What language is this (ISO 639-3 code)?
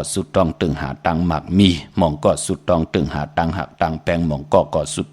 shn